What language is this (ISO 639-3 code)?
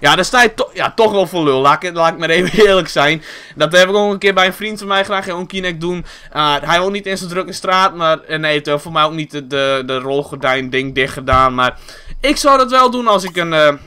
nld